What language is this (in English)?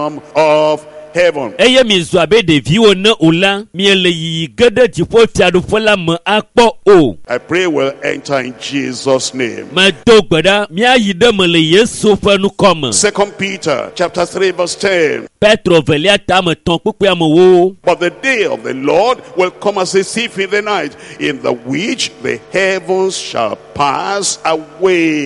Ewe